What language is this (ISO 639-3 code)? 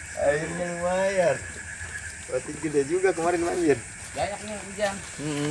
bew